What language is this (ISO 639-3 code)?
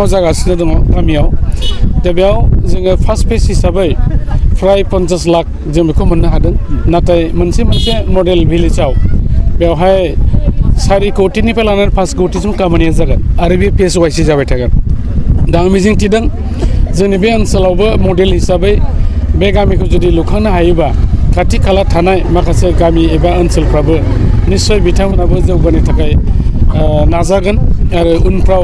brx